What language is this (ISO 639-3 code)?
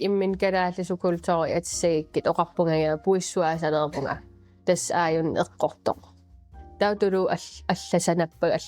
kal